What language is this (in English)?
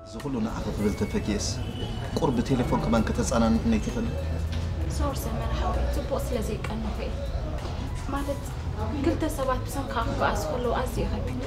Tigrinya